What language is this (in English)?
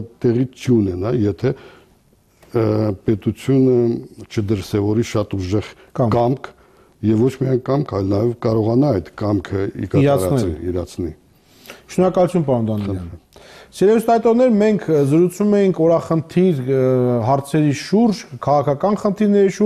Armenian